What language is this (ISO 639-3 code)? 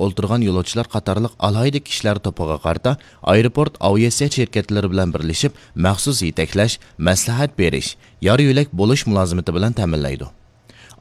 uig